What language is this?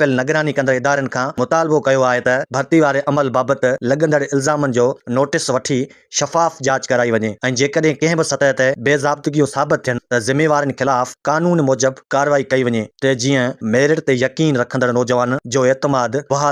Sindhi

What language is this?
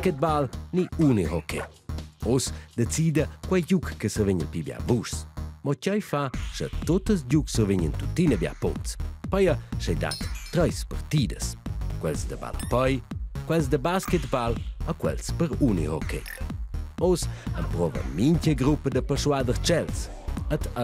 Romansh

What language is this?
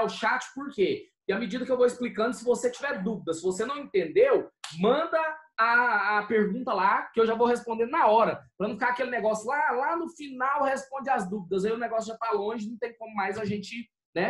Portuguese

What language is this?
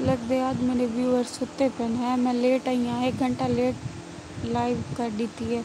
Saraiki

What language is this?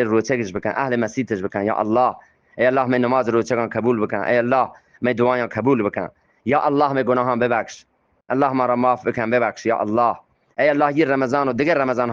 Eastern Balochi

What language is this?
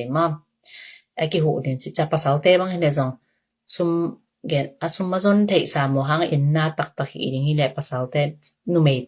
Tedim Chin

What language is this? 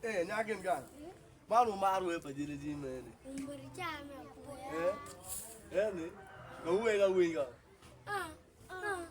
Acoli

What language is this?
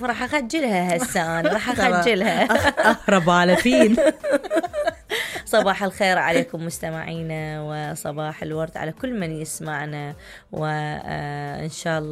Mesopotamian Arabic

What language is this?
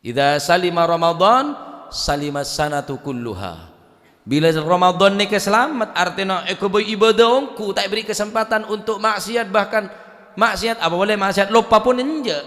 Madurese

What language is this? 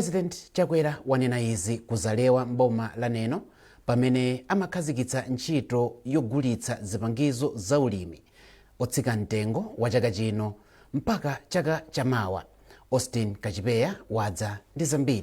Nyanja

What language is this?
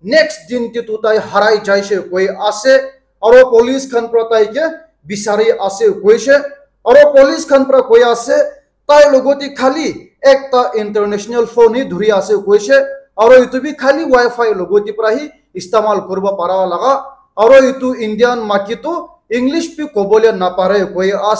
Naga Pidgin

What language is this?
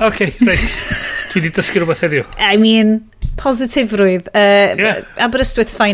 Welsh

